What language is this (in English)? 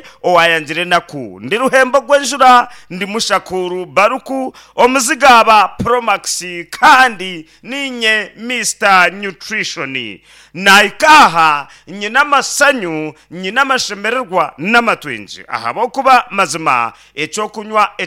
Nyankole